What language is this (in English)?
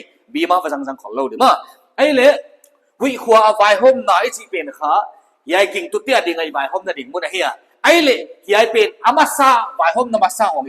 Paite Chin